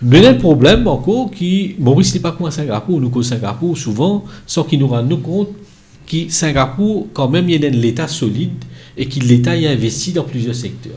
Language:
Morisyen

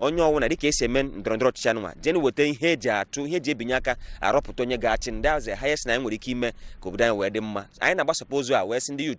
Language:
Igbo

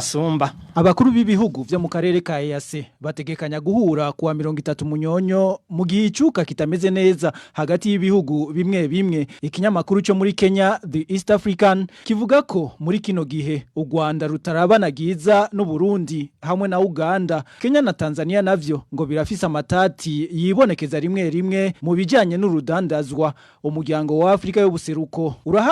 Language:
Rundi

